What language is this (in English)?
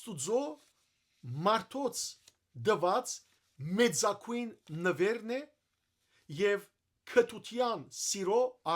Western Armenian